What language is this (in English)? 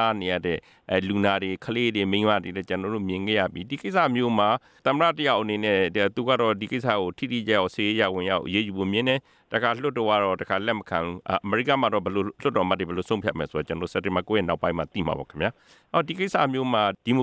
Burmese